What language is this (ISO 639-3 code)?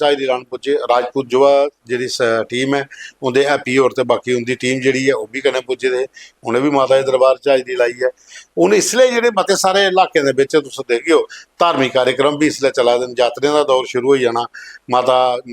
doi